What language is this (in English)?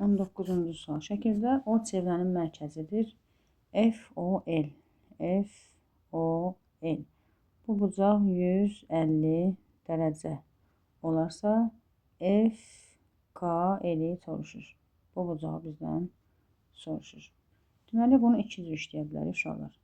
Azerbaijani